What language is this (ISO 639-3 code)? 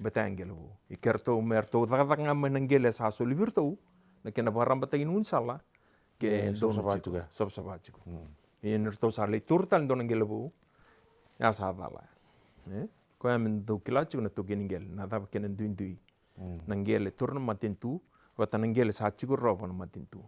fij